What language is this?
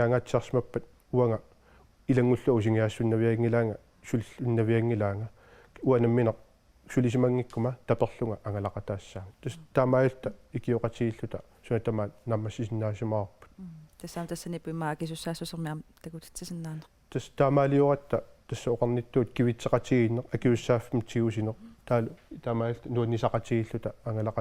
Kalaallisut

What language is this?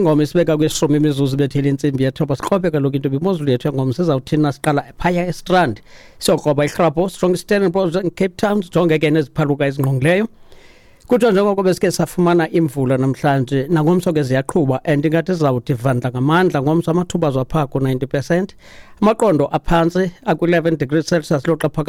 Xhosa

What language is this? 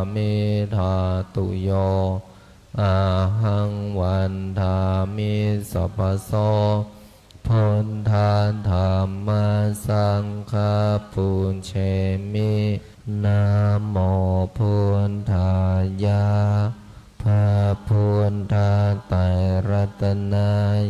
Pali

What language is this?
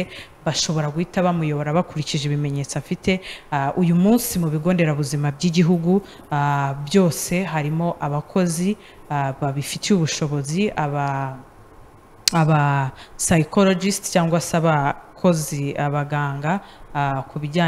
Kinyarwanda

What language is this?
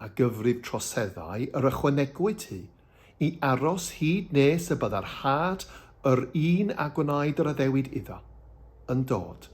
Welsh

